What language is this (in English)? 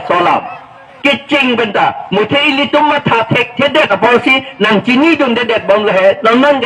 Karbi